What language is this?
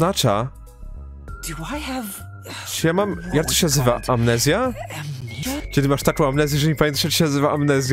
Polish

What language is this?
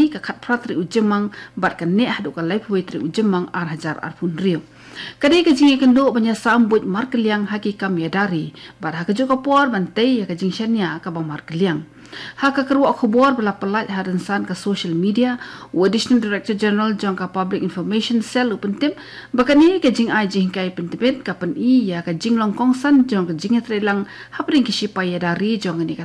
Khasi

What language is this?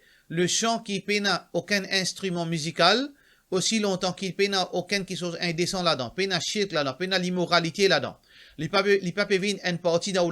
Morisyen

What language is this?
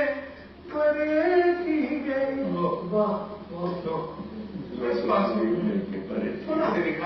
Saraiki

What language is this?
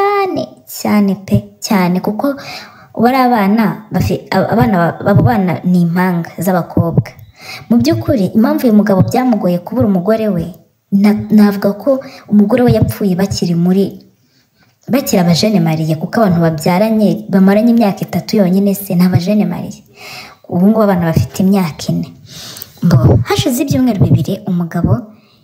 Kinyarwanda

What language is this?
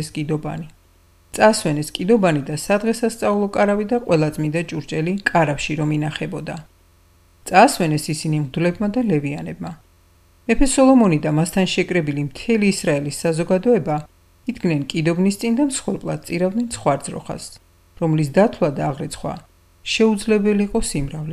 Georgian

